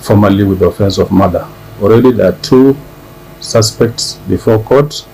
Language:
Gusii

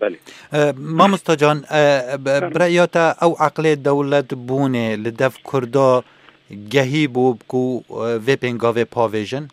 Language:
Kurdish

